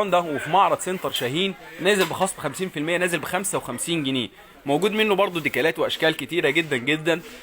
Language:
Egyptian Arabic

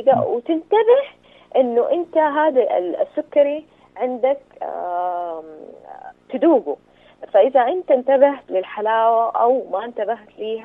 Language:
Najdi Arabic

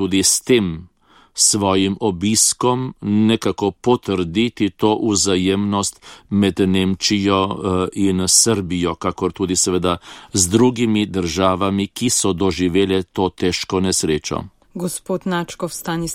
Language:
Slovenian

